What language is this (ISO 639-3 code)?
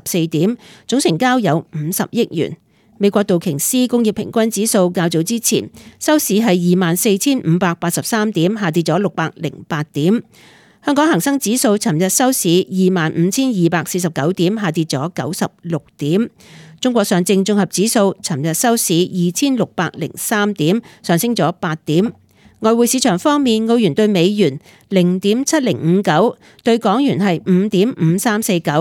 yue